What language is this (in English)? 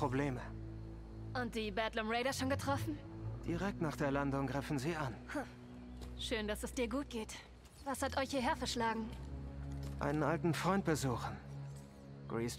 German